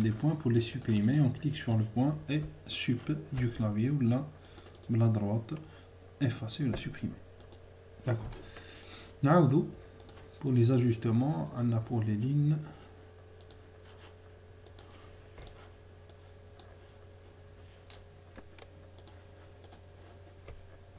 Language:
French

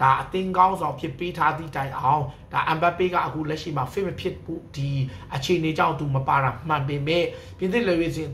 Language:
Burmese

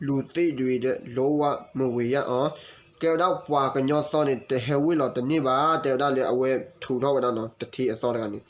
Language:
S'gaw Karen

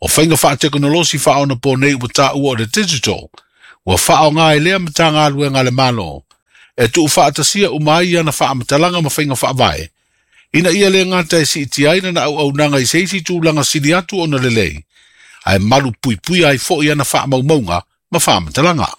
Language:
Samoan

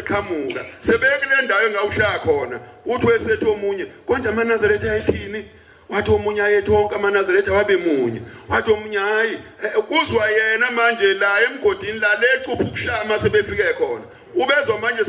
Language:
Zulu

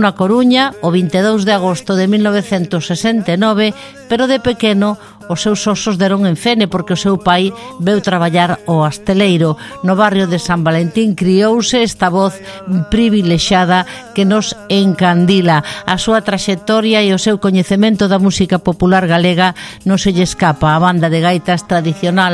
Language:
Galician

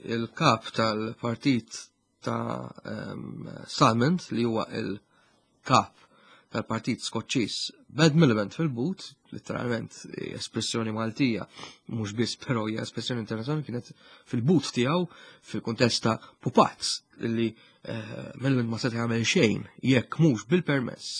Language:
Maltese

